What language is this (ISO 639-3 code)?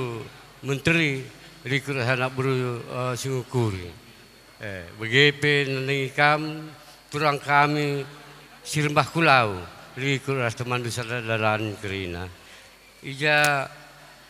btx